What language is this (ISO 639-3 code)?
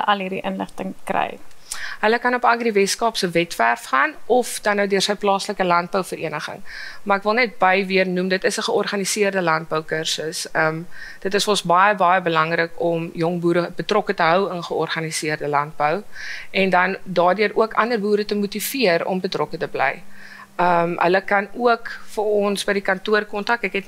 afr